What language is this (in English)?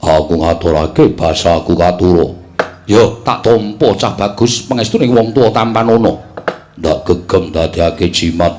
Javanese